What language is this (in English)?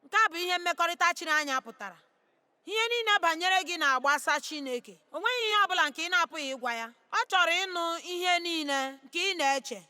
Igbo